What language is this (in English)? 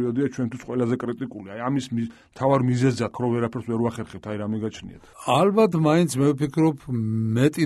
Georgian